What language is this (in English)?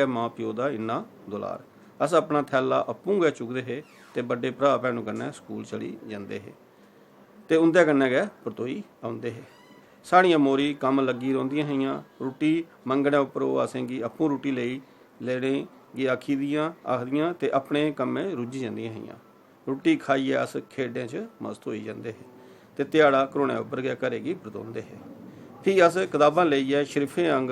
Dogri